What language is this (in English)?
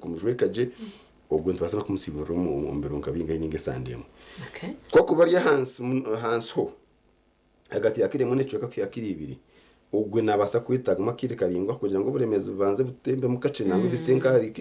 Nyankole